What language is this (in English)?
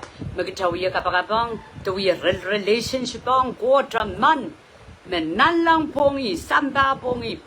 Pohnpeian